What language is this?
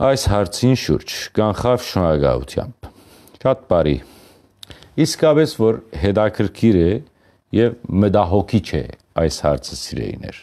Western Armenian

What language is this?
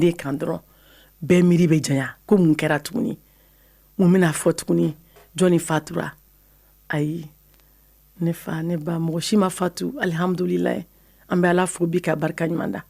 Bambara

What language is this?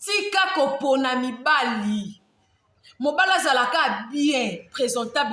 Lingala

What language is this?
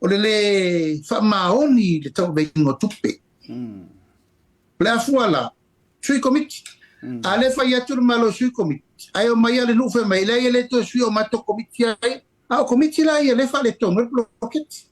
Samoan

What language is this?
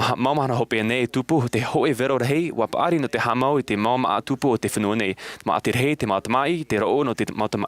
Tahitian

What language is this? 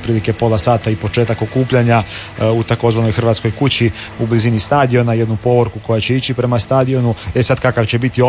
Croatian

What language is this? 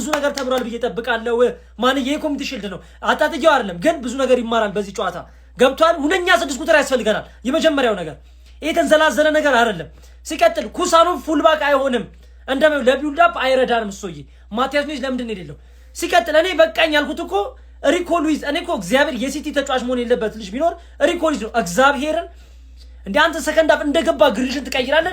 Amharic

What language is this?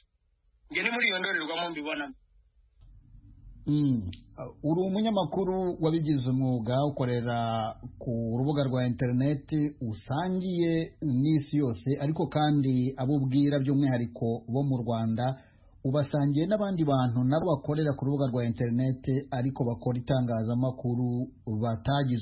Kinyarwanda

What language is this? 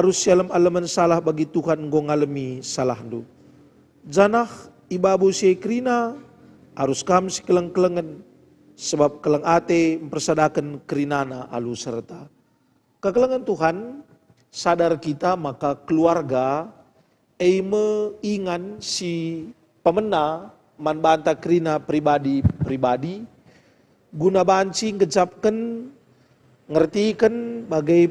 Batak Karo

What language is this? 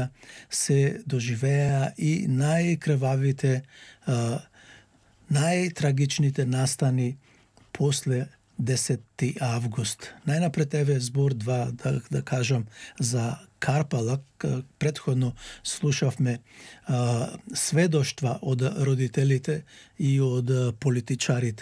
Macedonian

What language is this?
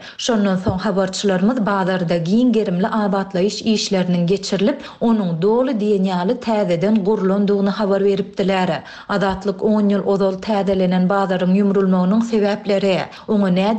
Turkmen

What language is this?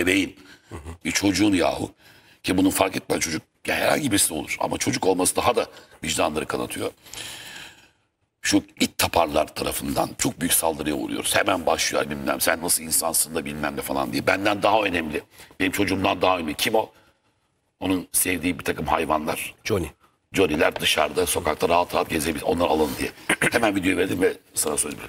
Turkish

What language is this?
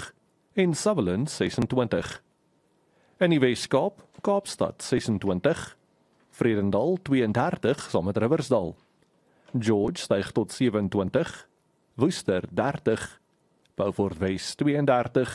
Afrikaans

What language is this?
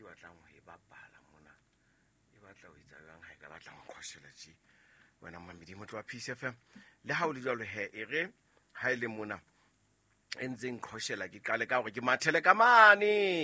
Southern Sotho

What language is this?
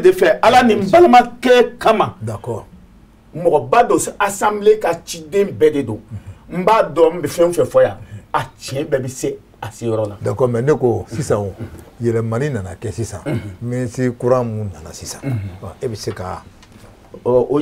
Bambara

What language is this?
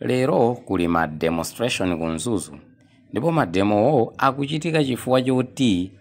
Nyanja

